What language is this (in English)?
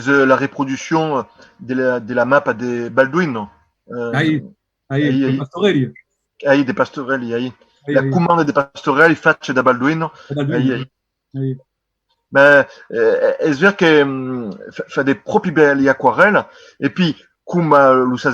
Occitan